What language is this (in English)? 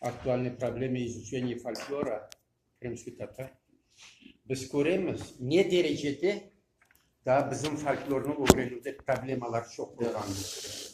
Crimean Tatar